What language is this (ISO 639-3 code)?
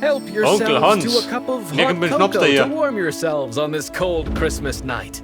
bar